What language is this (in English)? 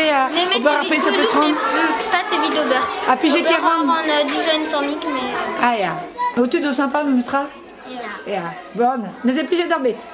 Breton